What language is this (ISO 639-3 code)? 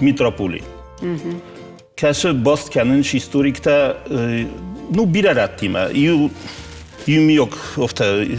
oss